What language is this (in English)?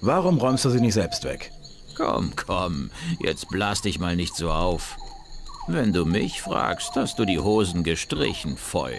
Bavarian